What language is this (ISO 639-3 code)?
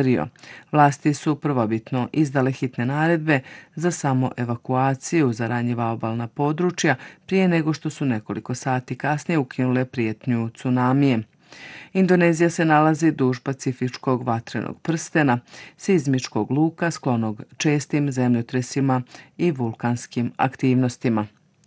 bos